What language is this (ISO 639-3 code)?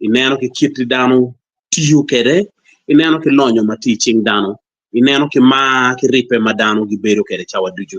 ach